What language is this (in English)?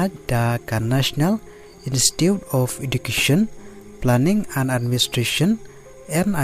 Khasi